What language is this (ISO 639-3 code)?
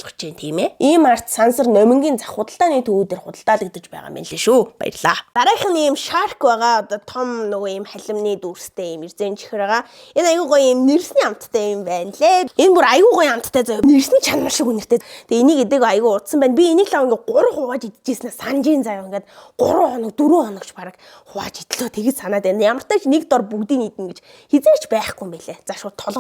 mon